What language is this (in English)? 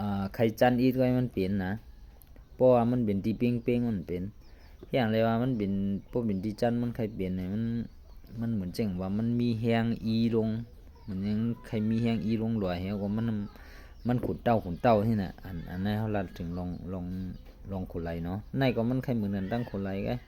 Shan